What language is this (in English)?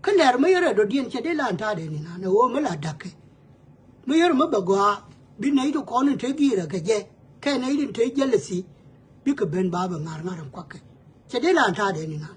Nuer